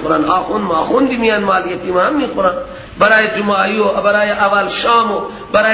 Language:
Persian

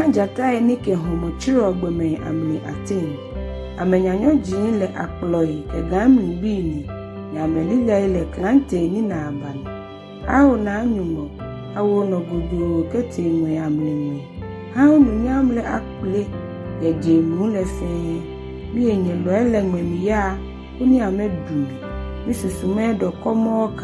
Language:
Ga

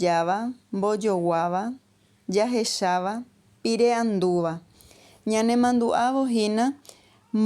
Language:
Guarani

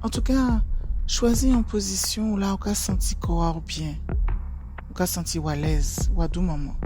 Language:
Guadeloupean Creole French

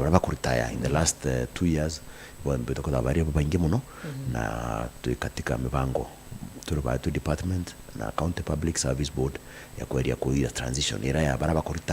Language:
Meru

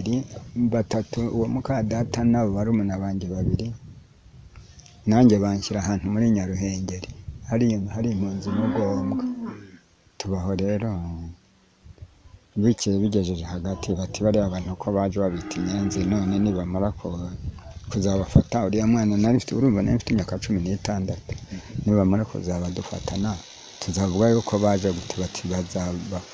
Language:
Kinyarwanda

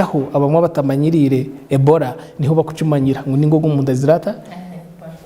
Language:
Nyankole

